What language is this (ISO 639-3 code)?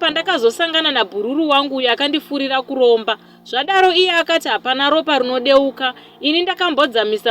sna